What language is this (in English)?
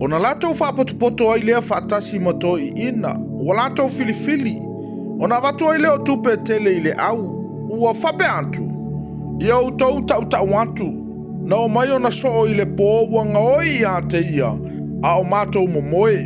Samoan